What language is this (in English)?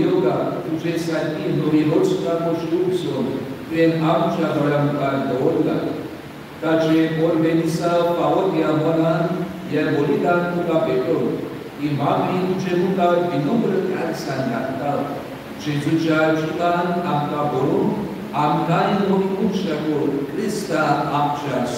Konkani